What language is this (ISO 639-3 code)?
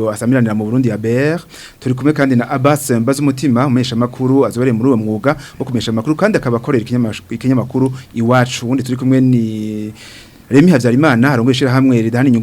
run